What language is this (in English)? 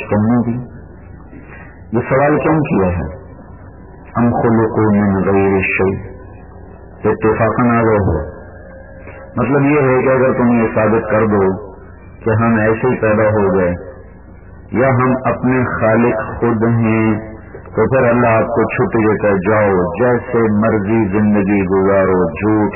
Urdu